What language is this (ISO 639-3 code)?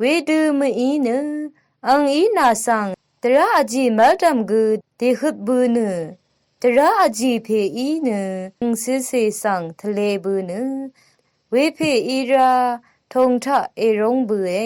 raw